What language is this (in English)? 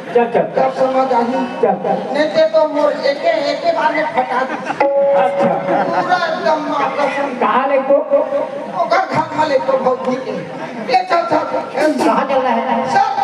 Chhattisgarhi